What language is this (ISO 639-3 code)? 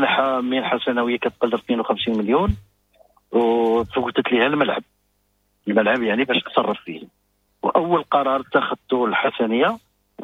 ary